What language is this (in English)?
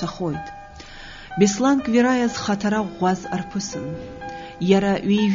Abkhazian